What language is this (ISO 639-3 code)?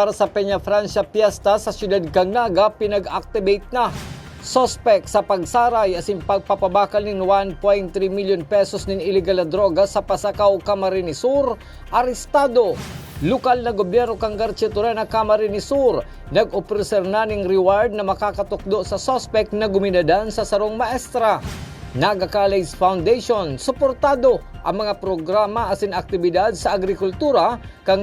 bik